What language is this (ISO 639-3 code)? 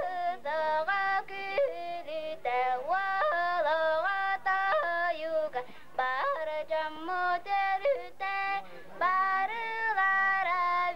sah